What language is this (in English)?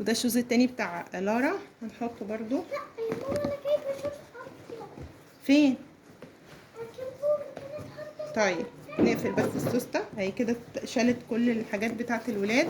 Egyptian Arabic